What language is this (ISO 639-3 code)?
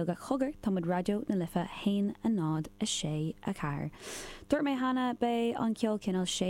gle